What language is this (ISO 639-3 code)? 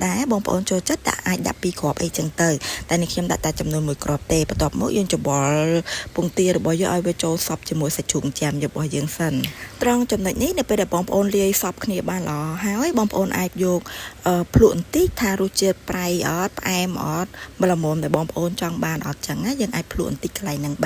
khm